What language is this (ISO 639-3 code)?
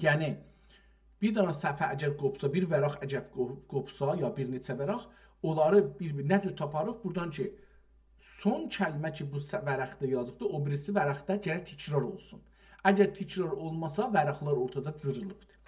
azb